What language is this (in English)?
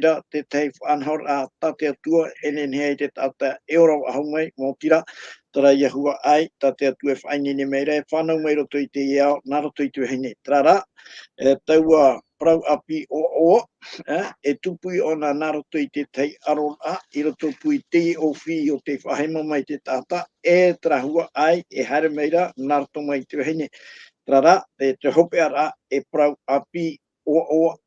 Tahitian